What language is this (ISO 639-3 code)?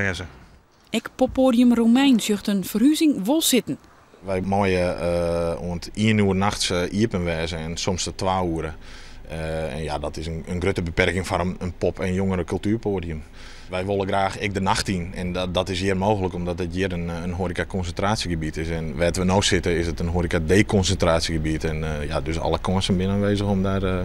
fry